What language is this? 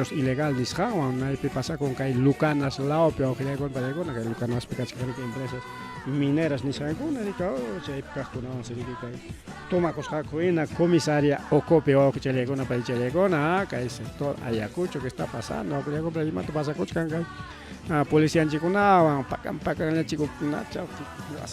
Ayacucho Quechua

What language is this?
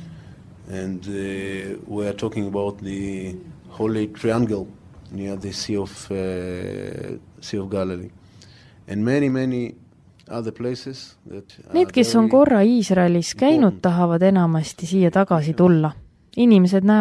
Estonian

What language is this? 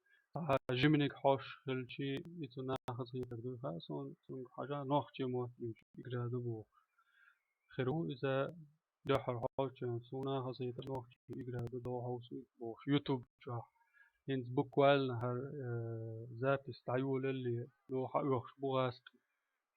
Chechen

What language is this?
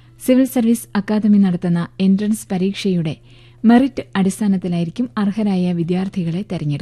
Malayalam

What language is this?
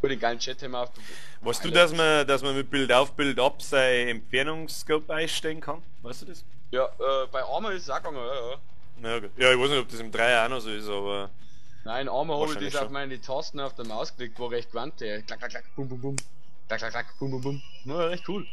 Bavarian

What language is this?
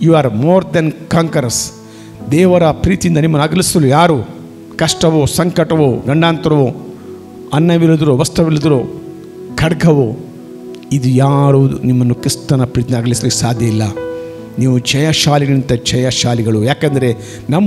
Kannada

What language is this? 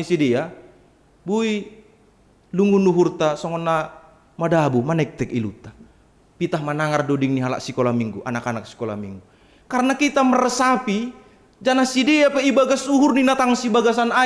Batak Simalungun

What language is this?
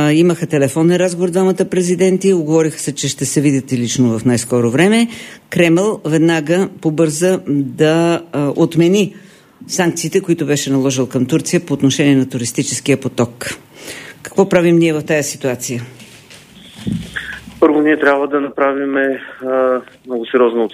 Bulgarian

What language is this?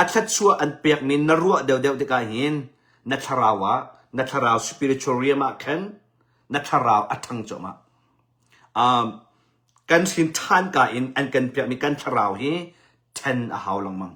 Hakha Chin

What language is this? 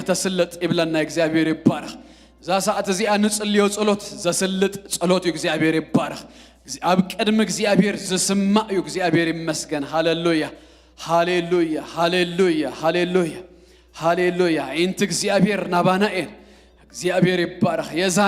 Tigrinya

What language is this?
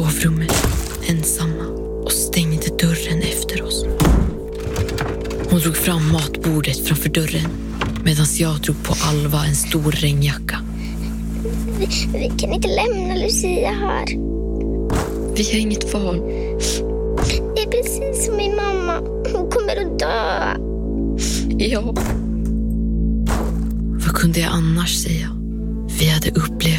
Swedish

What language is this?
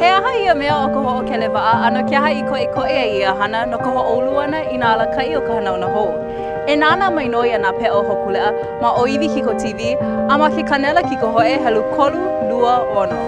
Hawaiian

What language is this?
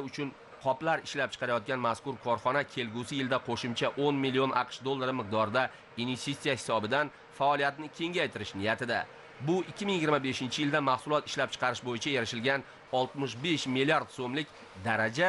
Uzbek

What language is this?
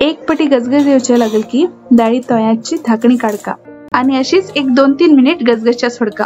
Konkani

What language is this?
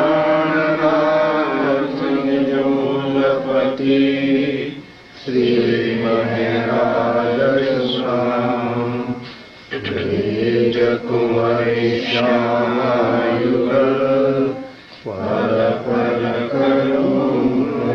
Hindi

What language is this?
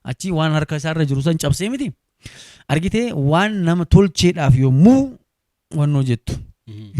Oromo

